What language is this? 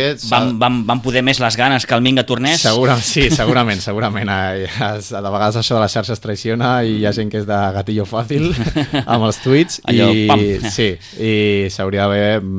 Catalan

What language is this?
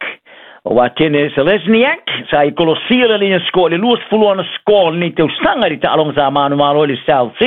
Samoan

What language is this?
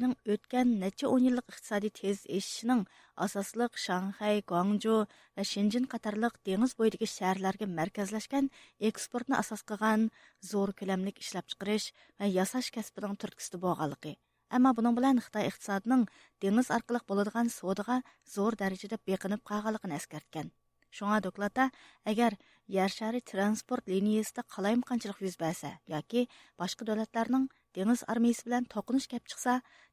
Uyghur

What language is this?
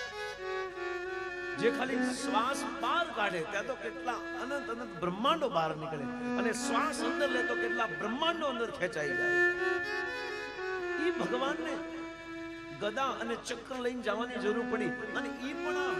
Gujarati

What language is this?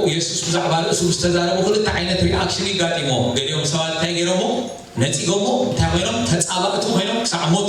Tigrinya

